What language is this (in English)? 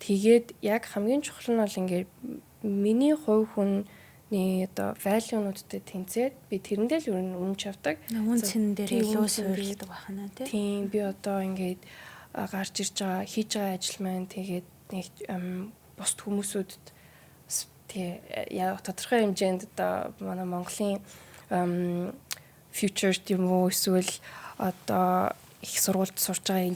Mongolian